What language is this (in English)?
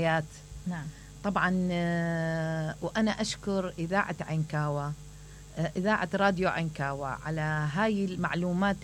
Mesopotamian Arabic